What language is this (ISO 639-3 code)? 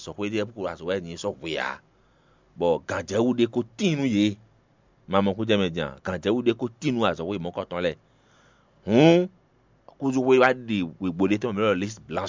fon